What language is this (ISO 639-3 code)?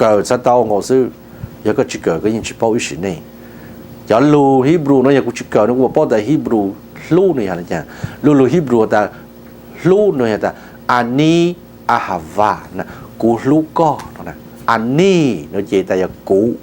hmn